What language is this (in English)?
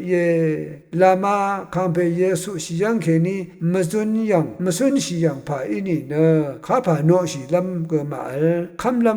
Rawang